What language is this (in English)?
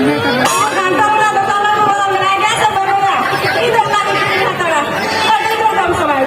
Santali